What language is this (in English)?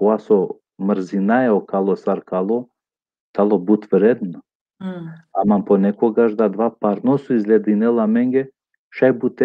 Balkan Romani